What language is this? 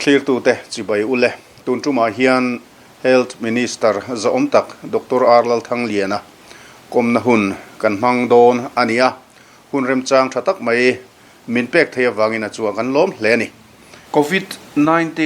Mizo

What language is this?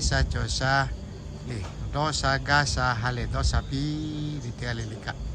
Lahu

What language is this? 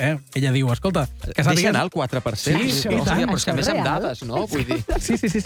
Catalan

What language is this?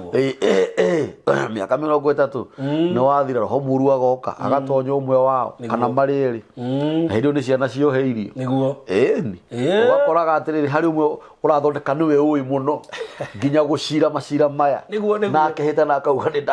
Kikuyu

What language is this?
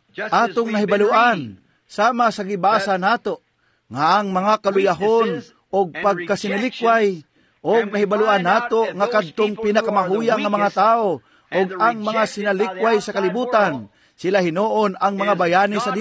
Cebuano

